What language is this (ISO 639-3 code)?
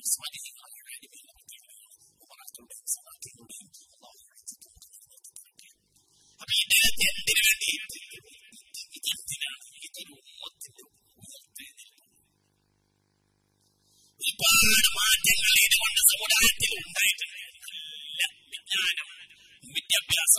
mal